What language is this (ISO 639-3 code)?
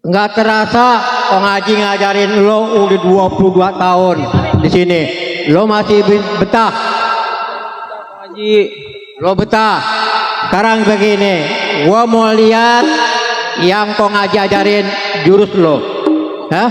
bew